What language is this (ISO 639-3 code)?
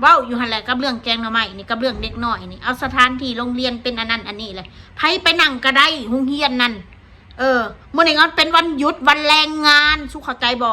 tts